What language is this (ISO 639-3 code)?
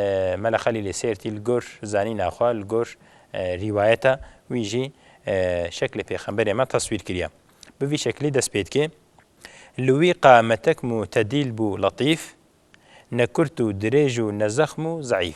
kur